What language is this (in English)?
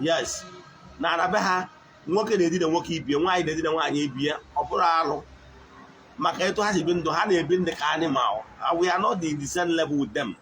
Igbo